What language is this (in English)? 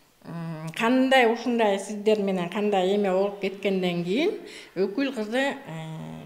Kyrgyz